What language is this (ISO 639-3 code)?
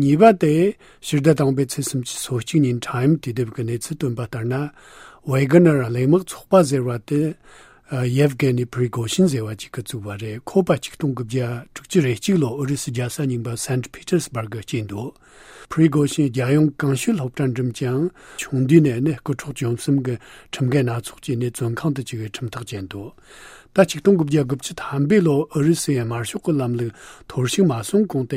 bod